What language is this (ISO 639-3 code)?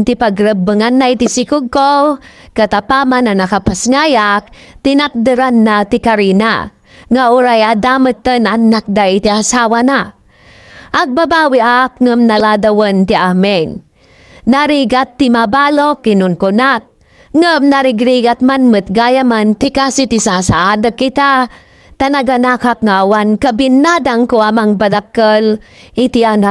ilo